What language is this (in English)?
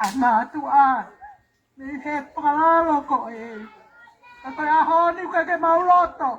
Tongan